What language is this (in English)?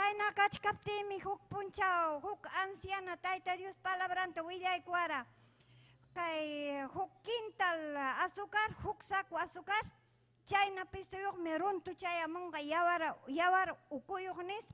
Ayacucho Quechua